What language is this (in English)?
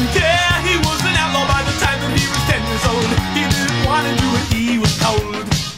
English